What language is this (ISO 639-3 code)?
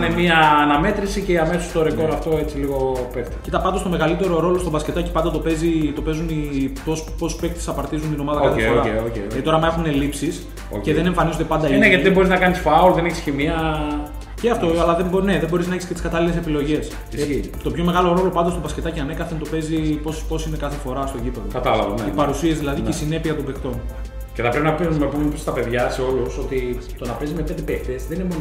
ell